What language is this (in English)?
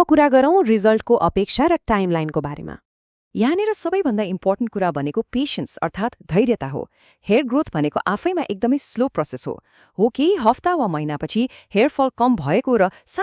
Nepali